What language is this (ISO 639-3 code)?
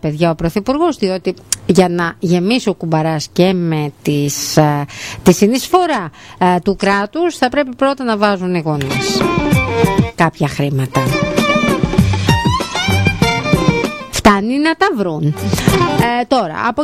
ell